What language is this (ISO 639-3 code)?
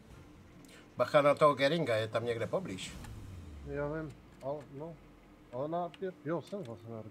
ces